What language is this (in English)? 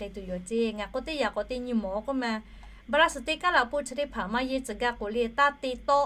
Lahu